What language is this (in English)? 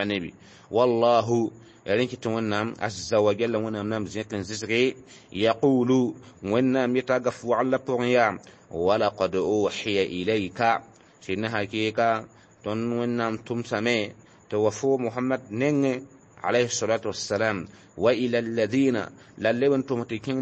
Mossi